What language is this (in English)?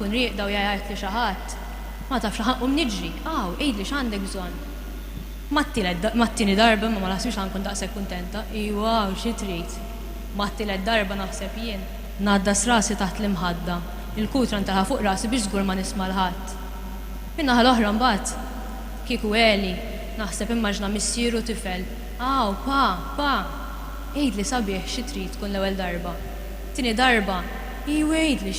Maltese